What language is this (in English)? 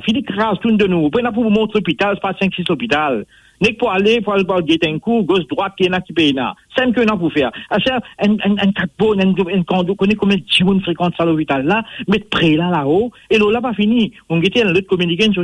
Morisyen